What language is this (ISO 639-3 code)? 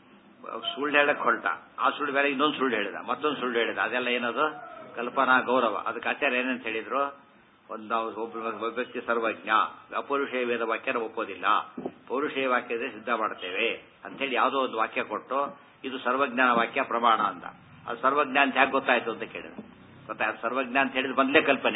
kan